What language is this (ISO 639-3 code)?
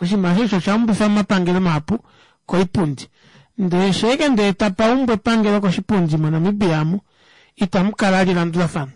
kua